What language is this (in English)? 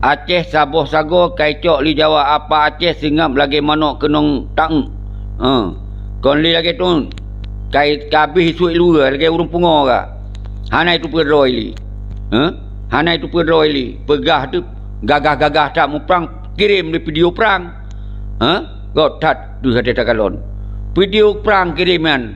Achinese